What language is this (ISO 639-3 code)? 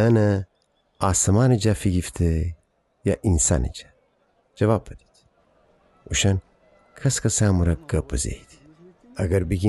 glk